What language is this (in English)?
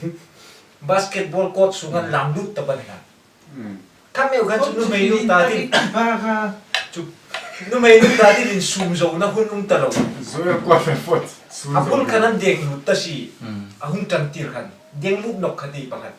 Hmar